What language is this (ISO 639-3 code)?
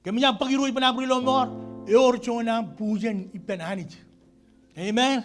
mah